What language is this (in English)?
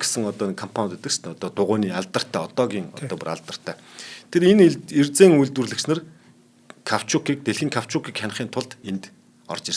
Mongolian